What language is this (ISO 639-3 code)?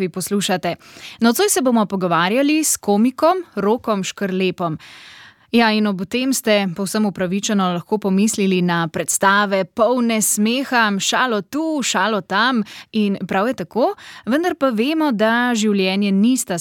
slv